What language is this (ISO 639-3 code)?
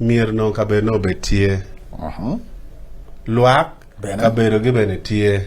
ach